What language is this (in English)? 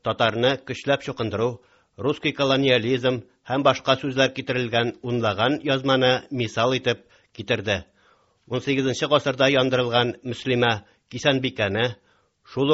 Tatar